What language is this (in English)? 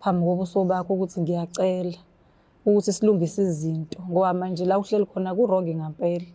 Zulu